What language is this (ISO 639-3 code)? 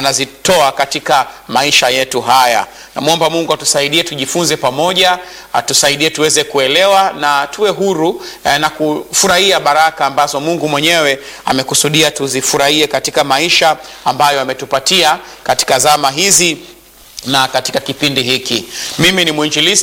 swa